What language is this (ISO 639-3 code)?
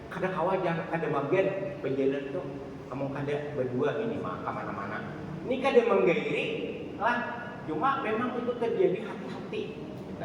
bjn